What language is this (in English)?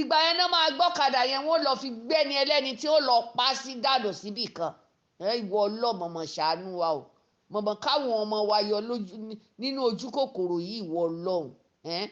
Yoruba